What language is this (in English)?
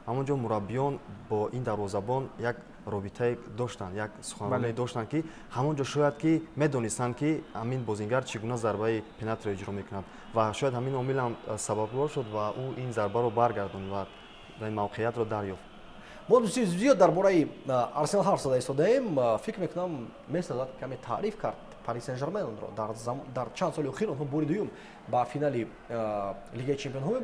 Tajik